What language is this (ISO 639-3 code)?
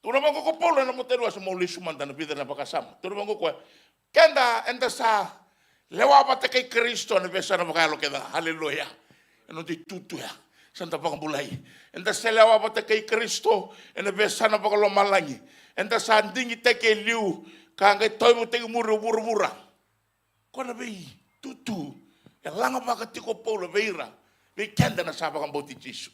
fij